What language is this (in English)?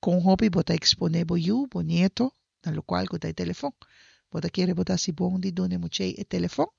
Papiamento